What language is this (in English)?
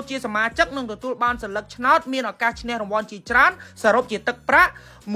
Khmer